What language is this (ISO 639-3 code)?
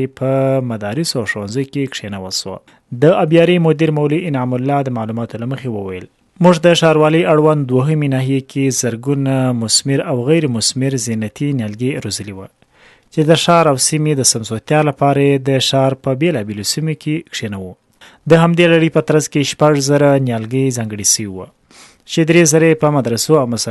pus